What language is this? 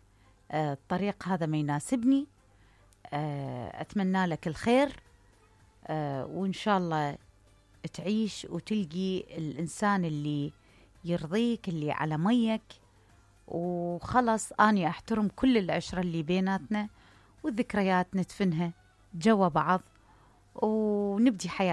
Mesopotamian Arabic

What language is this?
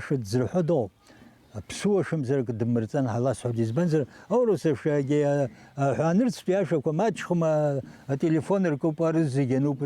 Abkhazian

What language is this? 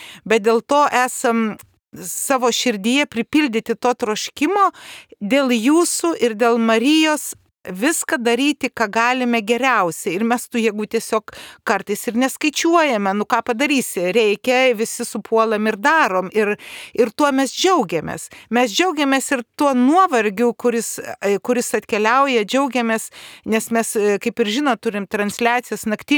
Lithuanian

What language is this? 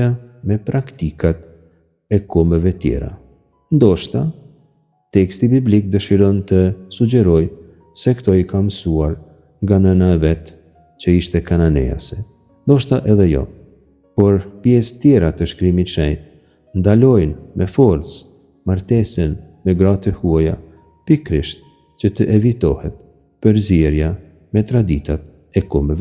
Albanian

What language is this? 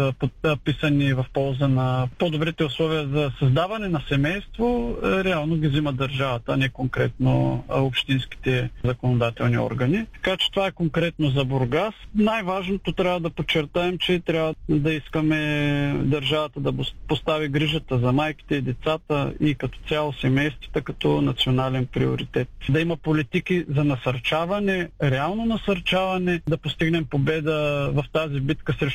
Bulgarian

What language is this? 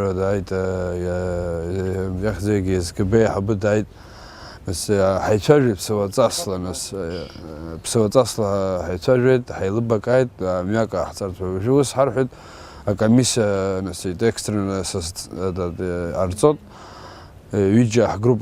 Abkhazian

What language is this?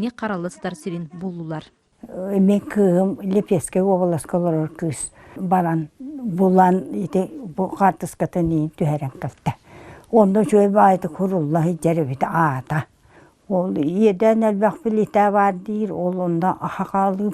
Yakut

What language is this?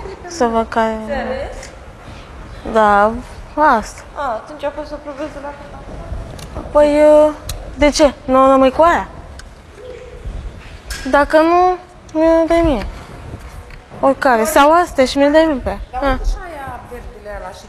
Romanian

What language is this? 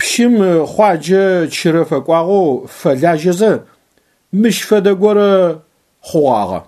Adyghe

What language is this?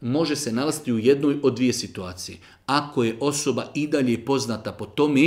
Bosnian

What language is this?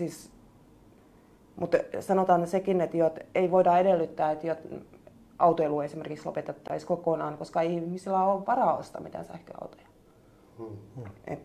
Finnish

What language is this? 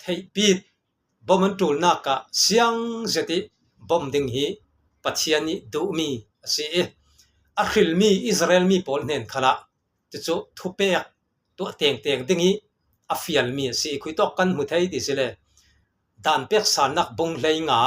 Falam Chin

